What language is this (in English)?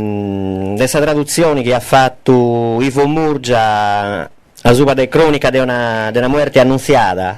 Sardinian